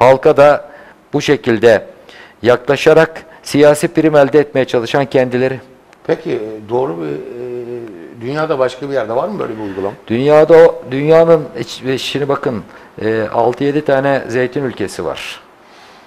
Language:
Turkish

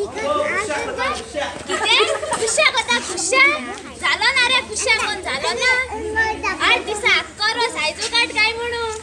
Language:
Konkani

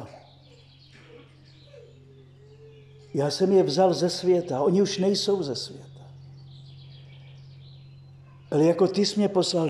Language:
Czech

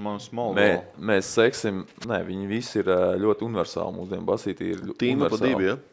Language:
Latvian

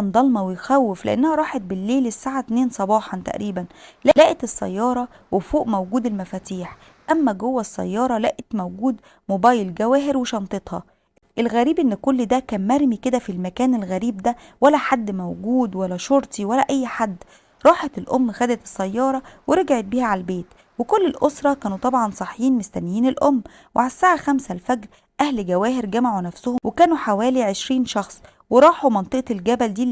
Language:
Egyptian Arabic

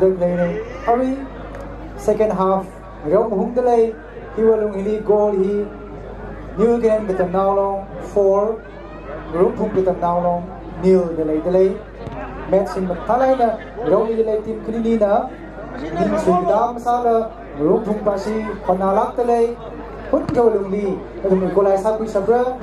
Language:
Tangkhul Naga (India)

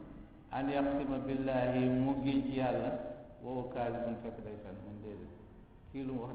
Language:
Wolof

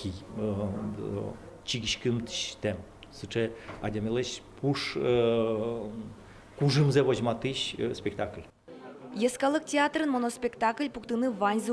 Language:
Udmurt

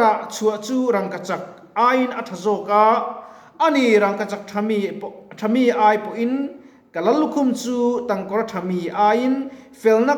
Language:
Mizo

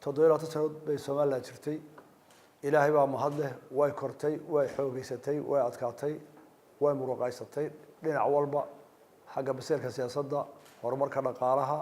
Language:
Somali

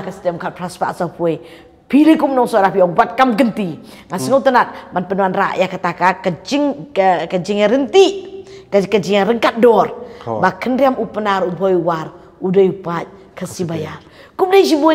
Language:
Khasi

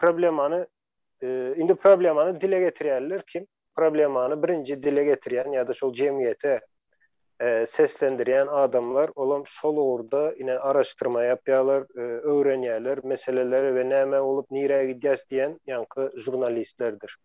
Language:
Turkmen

